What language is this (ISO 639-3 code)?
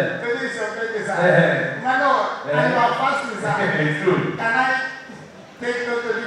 pcm